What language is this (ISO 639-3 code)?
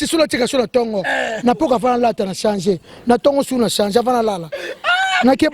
lin